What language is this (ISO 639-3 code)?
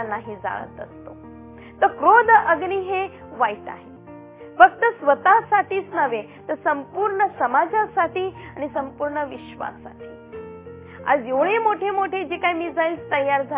mar